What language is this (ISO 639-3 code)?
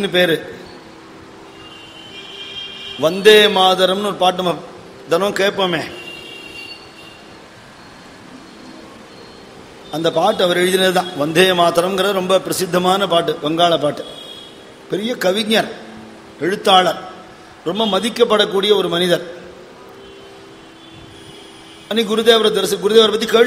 tam